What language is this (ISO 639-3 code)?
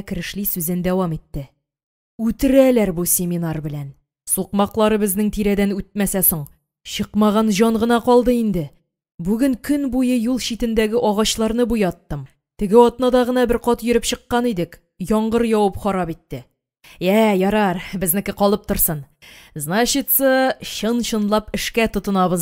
tat